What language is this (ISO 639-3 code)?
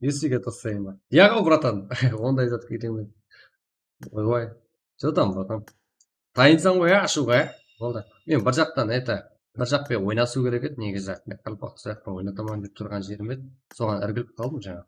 kaa